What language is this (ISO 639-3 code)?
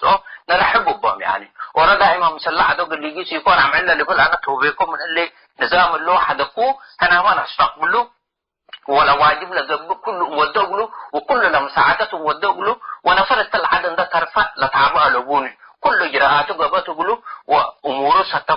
tig